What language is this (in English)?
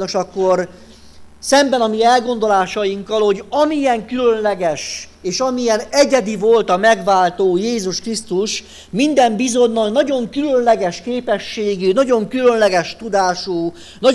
Hungarian